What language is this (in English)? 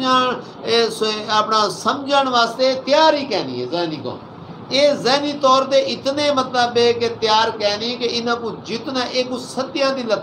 Saraiki